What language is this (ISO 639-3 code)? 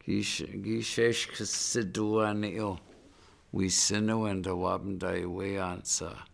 ciw